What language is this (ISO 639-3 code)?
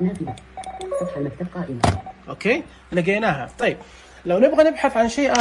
ars